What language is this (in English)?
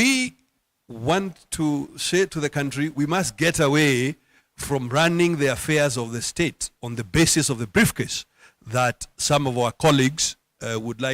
Kamba